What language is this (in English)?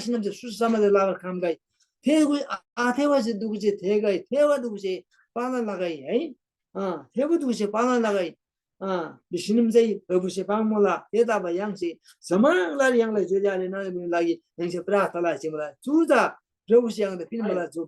Eastern Tamang